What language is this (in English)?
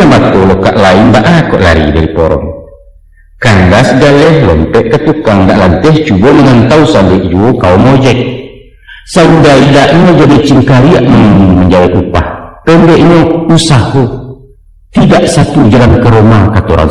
Minangkabau